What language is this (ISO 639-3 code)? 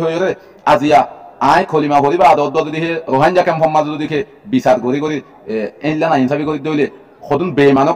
rhg